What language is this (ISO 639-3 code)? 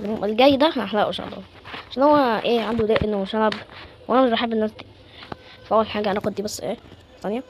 arz